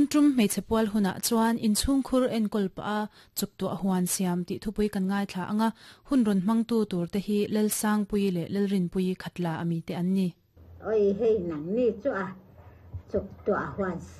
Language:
Mizo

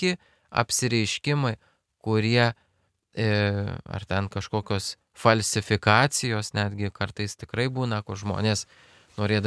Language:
Lithuanian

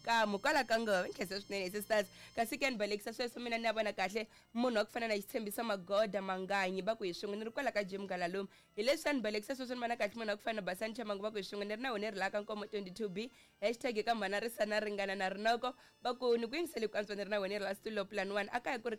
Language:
Tsonga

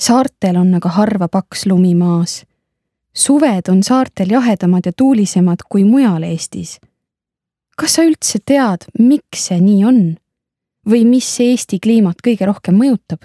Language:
Estonian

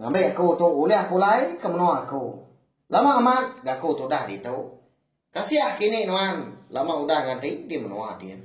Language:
Iban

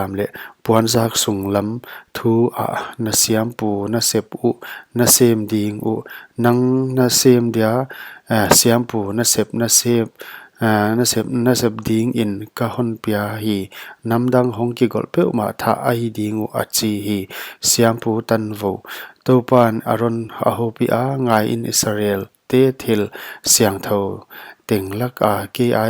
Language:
Paite Chin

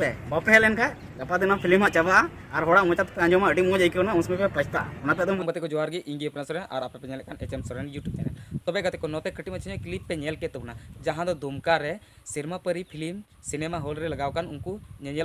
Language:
Santali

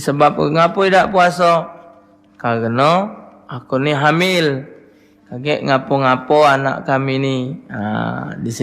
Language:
Musi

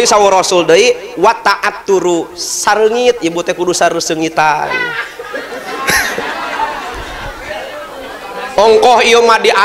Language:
Sundanese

